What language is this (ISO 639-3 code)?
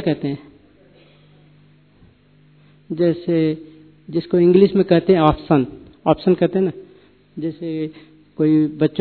hin